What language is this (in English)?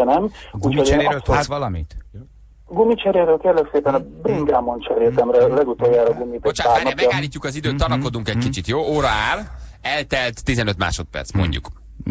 Hungarian